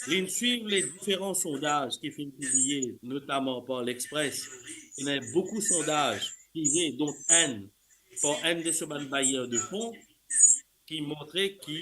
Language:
Morisyen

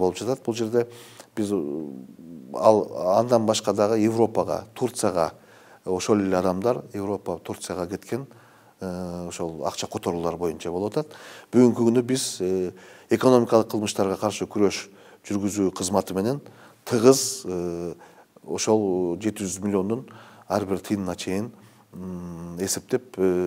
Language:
Kyrgyz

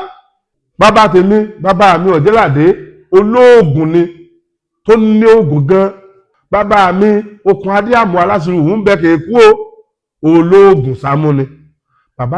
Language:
Yoruba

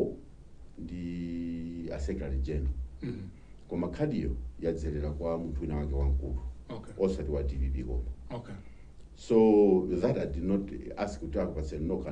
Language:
Nyanja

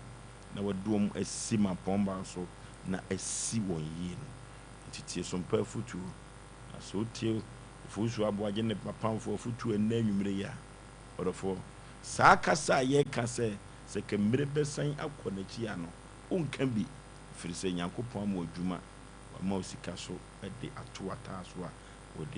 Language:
Akan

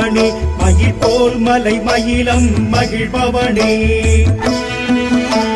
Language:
Tamil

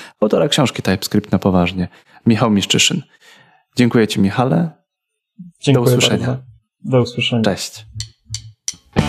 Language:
Polish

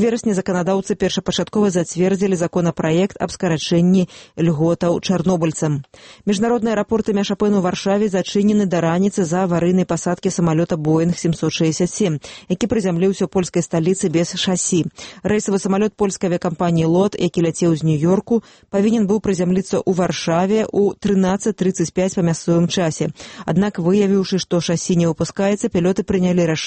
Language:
Belarusian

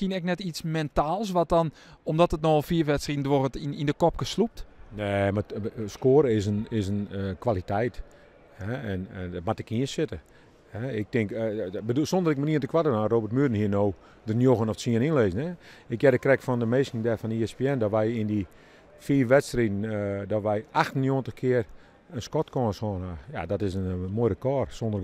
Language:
Western Frisian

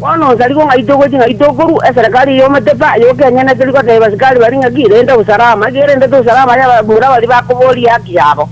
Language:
Gusii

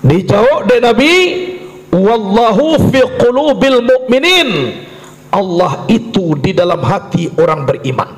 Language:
Minangkabau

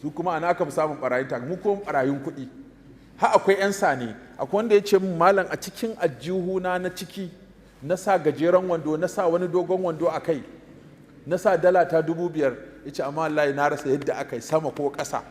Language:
Hausa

